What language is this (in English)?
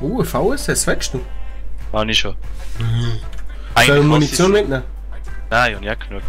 Swiss German